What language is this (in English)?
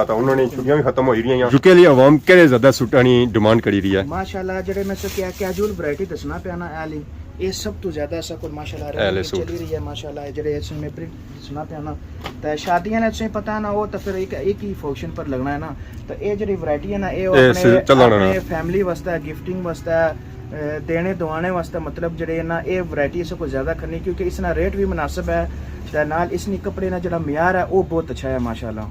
Pahari-Potwari